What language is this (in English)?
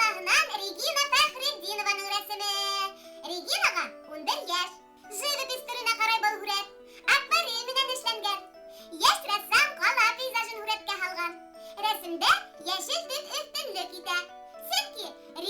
Bashkir